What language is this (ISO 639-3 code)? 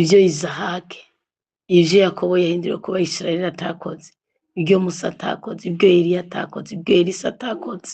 run